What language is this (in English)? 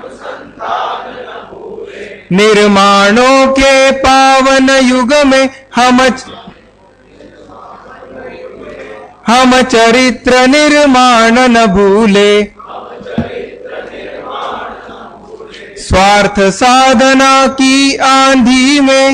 Hindi